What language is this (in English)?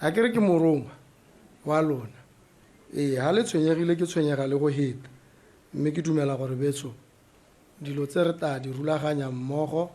Tswana